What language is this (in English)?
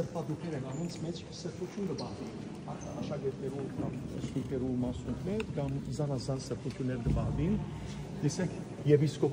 Western Armenian